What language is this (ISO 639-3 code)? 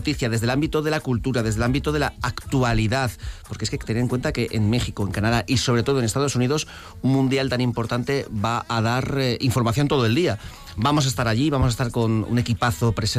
spa